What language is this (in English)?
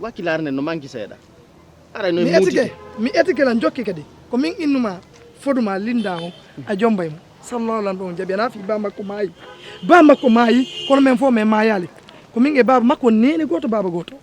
Fula